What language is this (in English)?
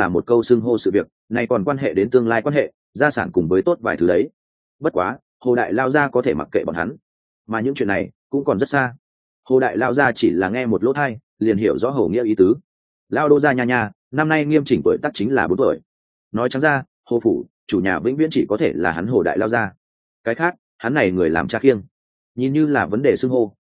Vietnamese